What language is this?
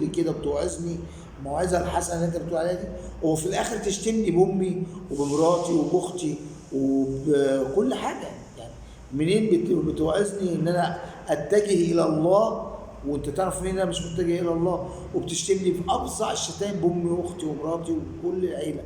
Egyptian Arabic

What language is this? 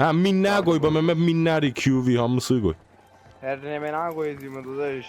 South Azerbaijani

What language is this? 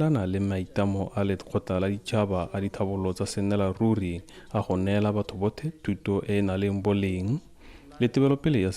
Tswana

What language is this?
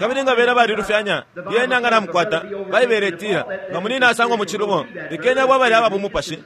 Bemba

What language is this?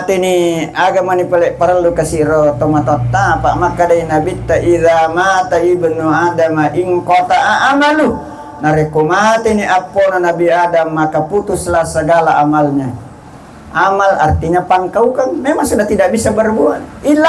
Buginese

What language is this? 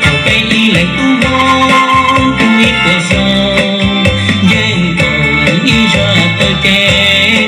Hmong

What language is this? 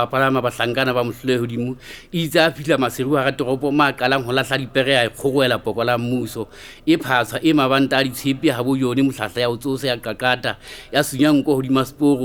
Southern Sotho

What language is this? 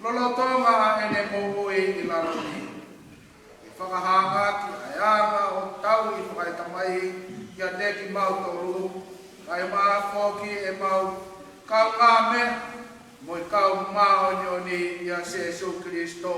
Tongan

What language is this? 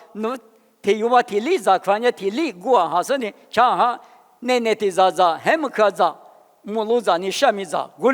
Lisu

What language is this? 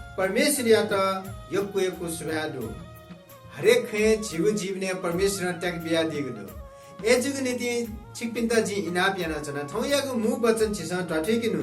Newari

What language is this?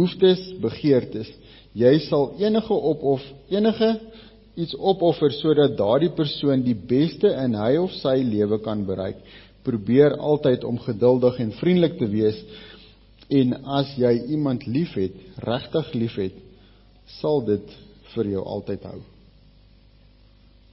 Afrikaans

